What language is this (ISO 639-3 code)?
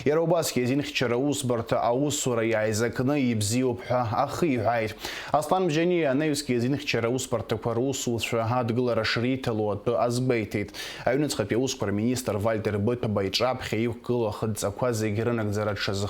abk